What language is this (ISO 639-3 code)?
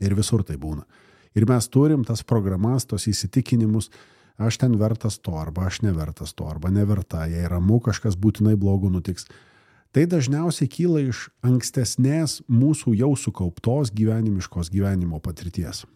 lit